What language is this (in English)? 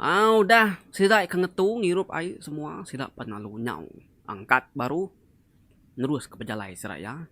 Iban